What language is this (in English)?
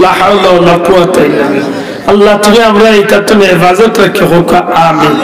Sylheti